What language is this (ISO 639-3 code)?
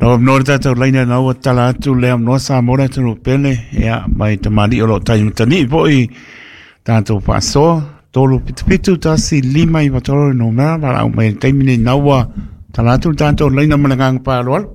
smo